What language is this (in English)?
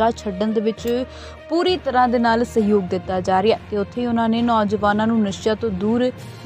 Punjabi